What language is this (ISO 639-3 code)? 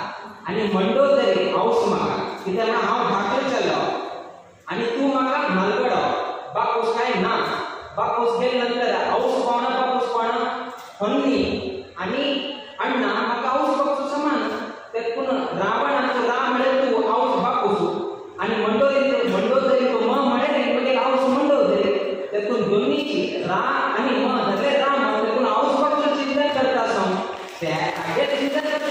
kok